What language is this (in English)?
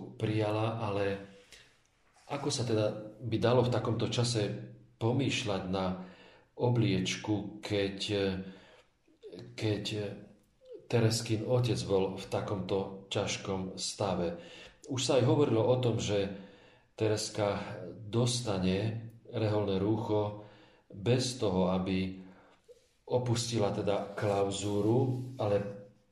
Slovak